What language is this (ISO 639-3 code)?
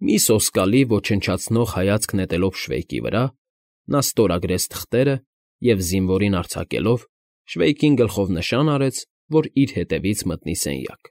hye